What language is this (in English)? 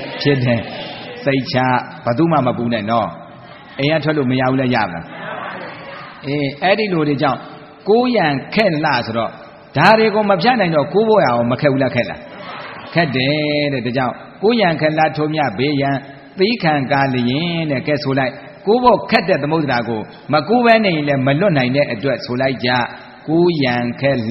Burmese